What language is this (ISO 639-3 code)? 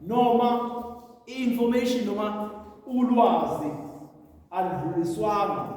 zul